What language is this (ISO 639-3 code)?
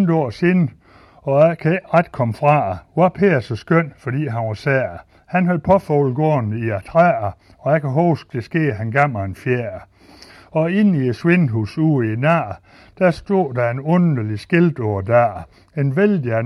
dan